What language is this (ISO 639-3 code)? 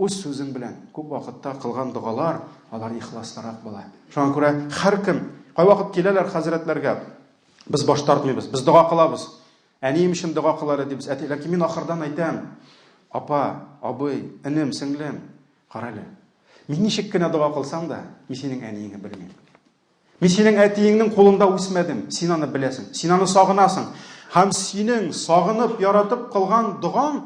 tat